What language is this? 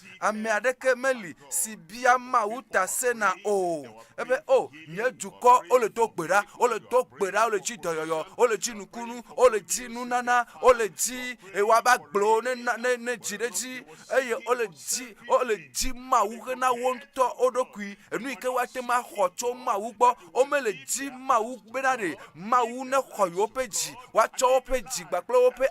Ewe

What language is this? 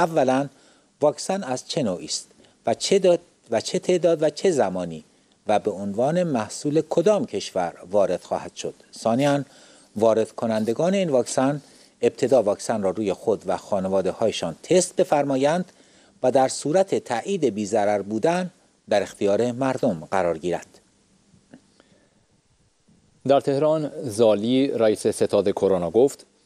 Persian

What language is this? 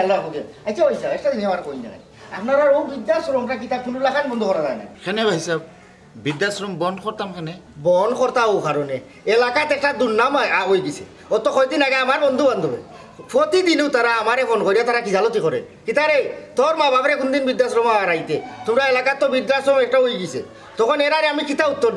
Sylheti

